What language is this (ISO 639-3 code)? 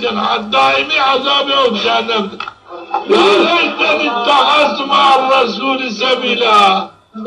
zza